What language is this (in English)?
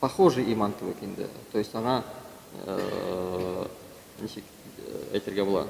Tatar